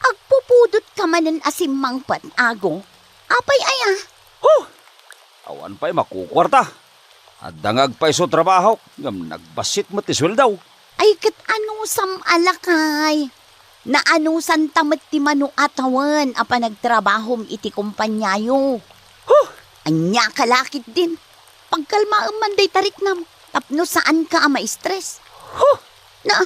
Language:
Iloko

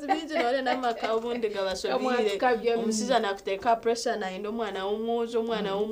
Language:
Nyankole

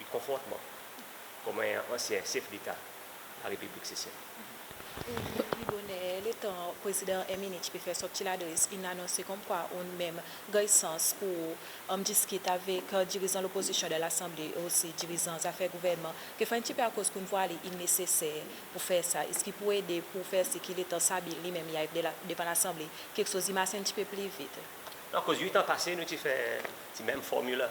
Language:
Seselwa Creole French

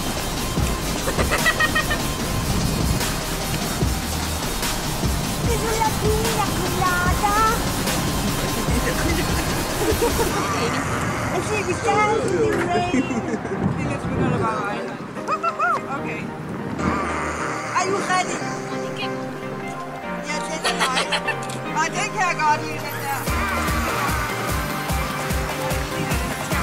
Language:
Danish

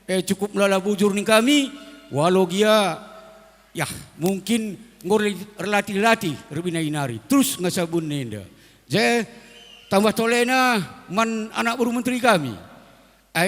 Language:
Batak Karo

